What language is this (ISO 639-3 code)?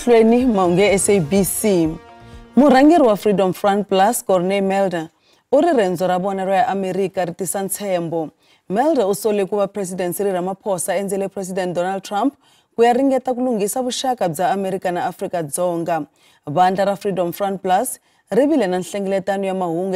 tso